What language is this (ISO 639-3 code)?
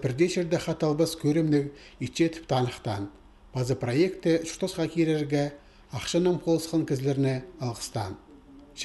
kjh